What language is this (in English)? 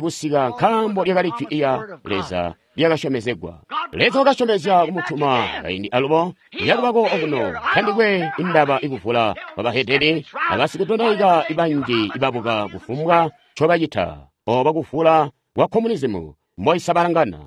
Tonga (Zambia)